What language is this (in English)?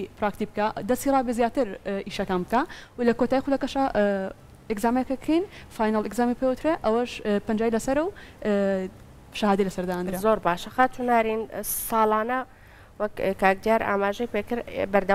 Central Kurdish